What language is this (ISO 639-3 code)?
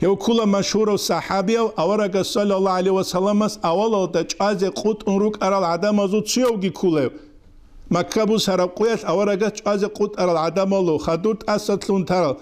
ava